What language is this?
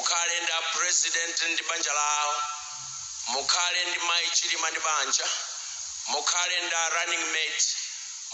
Nyanja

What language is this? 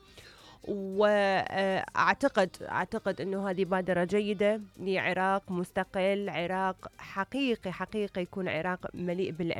Mesopotamian Arabic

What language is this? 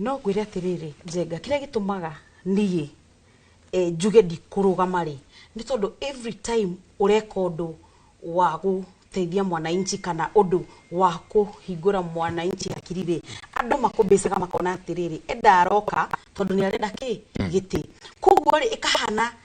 Kikuyu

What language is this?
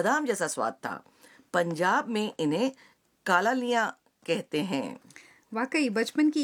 Hindi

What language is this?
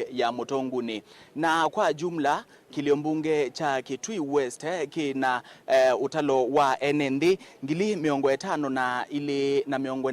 Kamba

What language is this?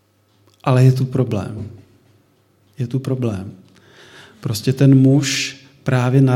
Czech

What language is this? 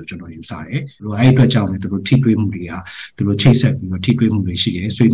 Burmese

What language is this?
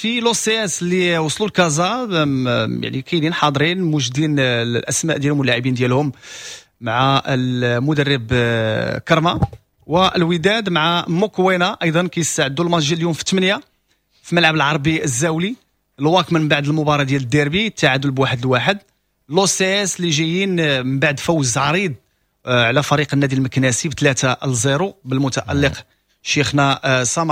Moroccan Arabic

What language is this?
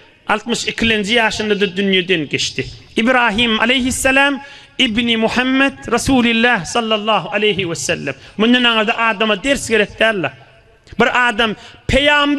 Turkmen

